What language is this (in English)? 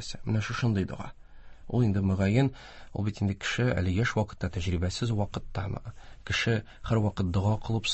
Tatar